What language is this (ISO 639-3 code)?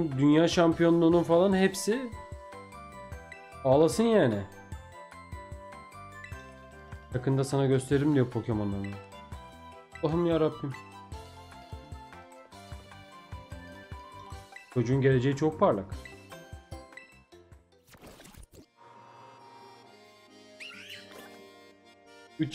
tur